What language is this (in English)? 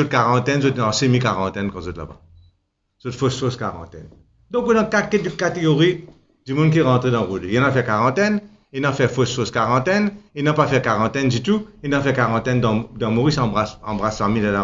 Morisyen